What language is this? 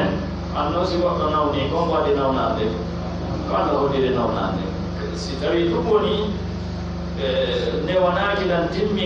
Pular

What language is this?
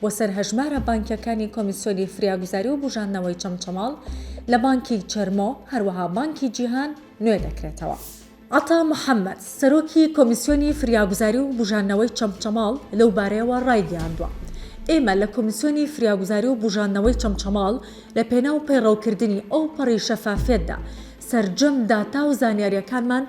Central Kurdish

